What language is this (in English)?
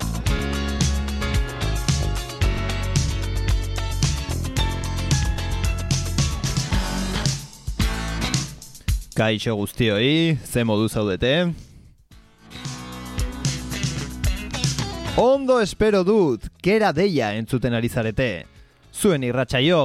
Basque